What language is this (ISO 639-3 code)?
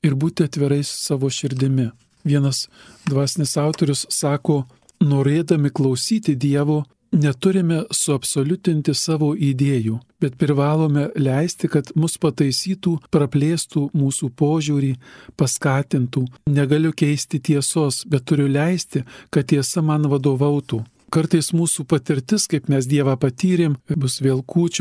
lit